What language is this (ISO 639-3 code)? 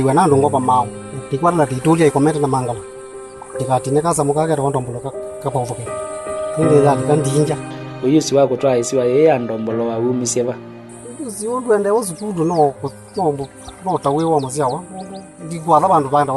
kam